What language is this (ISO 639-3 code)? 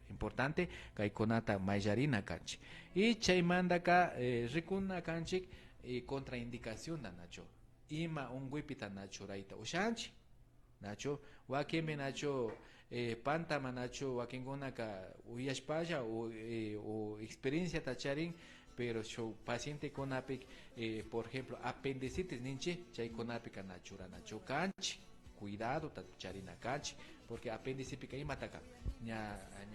qvi